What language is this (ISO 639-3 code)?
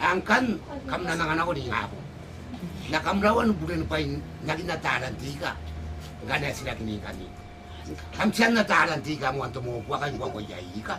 gil